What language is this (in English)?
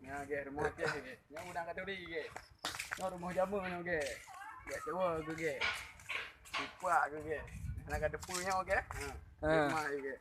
Achinese